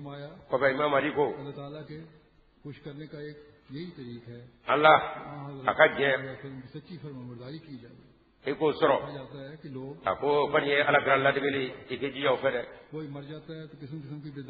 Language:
Bambara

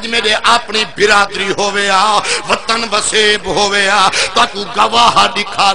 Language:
Saraiki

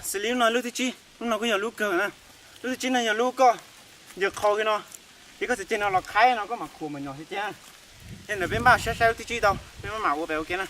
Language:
Hmong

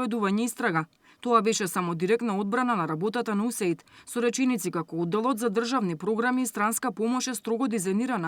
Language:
Macedonian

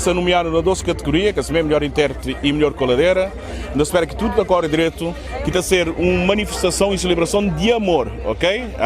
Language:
Kabuverdianu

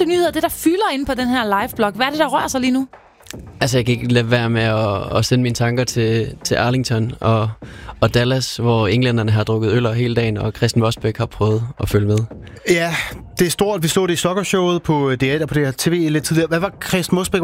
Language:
Danish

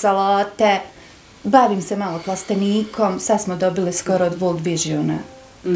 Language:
Bosnian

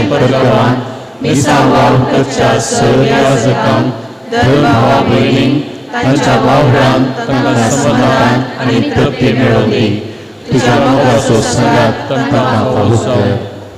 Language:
Konkani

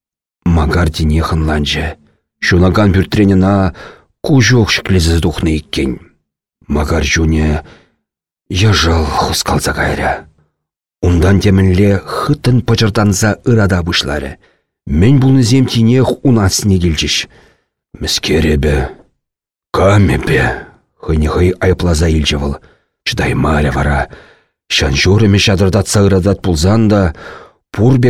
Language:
Chuvash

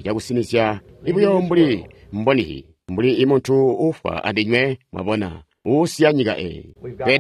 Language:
Tonga (Zambia)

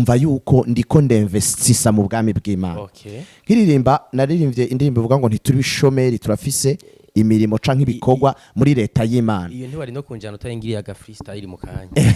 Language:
Rundi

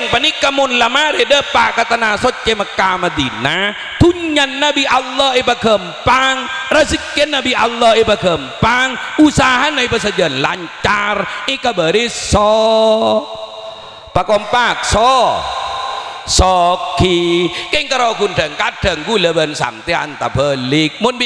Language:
Madurese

